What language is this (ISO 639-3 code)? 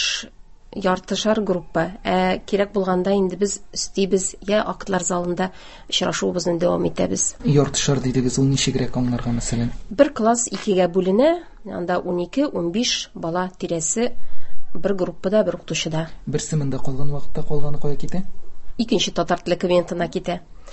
tat